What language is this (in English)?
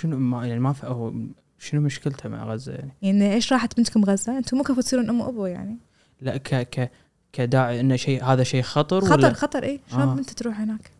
Gulf Arabic